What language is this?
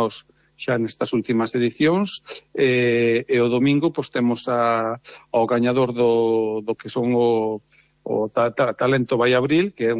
Galician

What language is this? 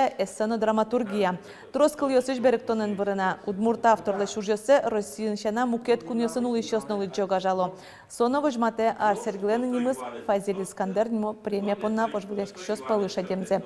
Udmurt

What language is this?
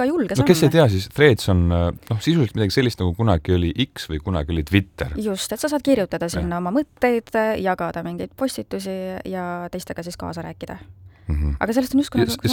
Estonian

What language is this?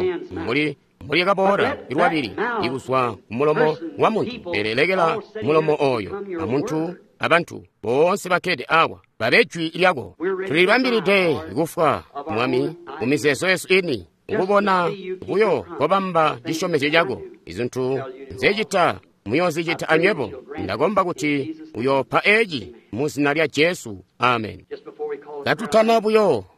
Tonga (Zambia)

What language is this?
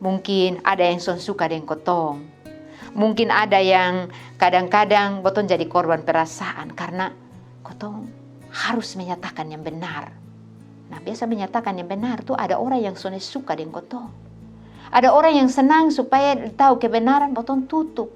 Kupang Malay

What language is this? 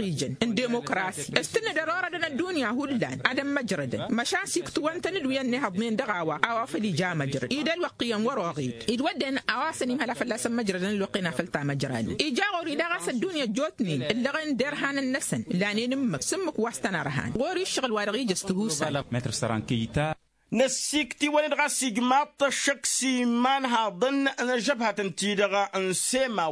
Tamasheq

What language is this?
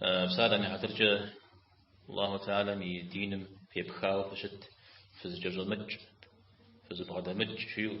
Kabardian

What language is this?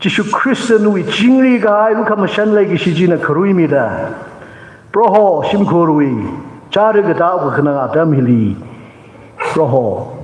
Tangkhul Naga (India)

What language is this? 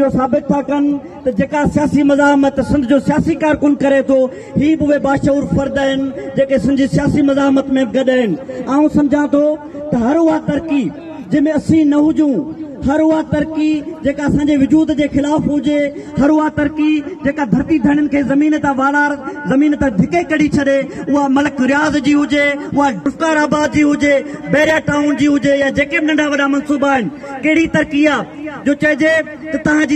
Sindhi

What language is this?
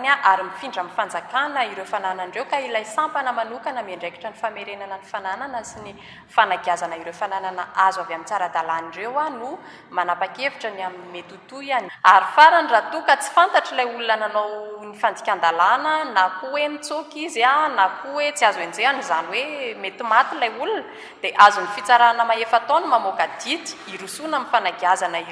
Malagasy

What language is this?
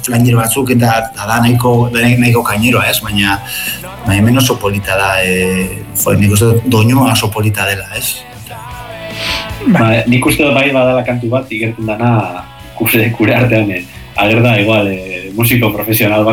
Basque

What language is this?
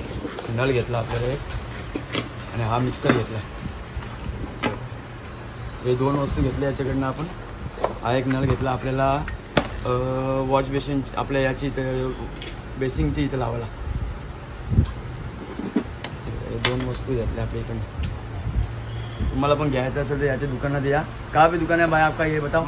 Marathi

